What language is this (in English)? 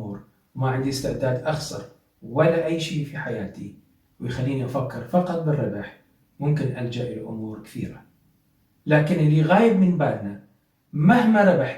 Mesopotamian Arabic